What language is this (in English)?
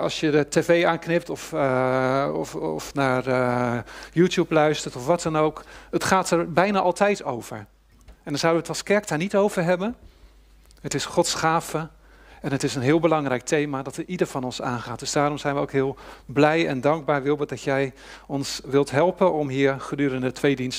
Dutch